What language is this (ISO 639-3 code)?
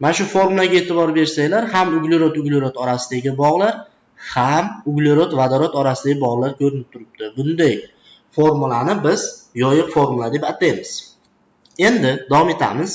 uzb